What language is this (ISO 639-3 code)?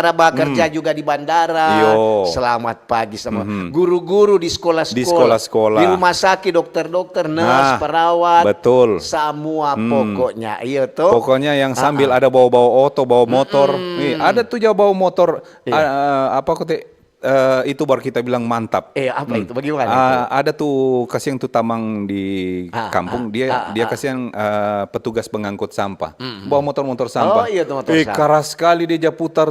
xmm